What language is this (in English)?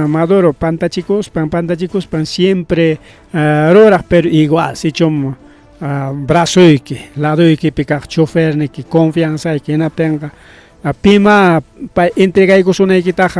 Ayacucho Quechua